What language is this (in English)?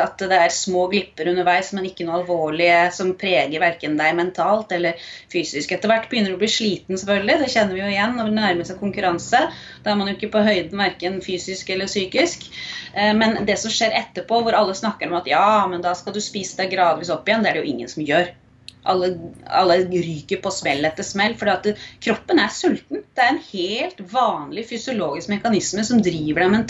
Norwegian